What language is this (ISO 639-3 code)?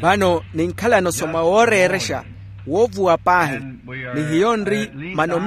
vmw